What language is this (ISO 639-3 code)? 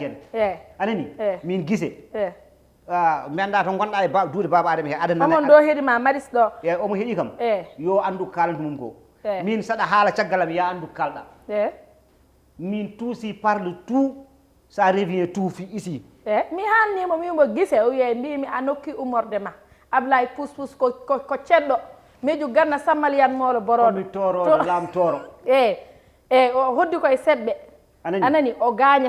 ful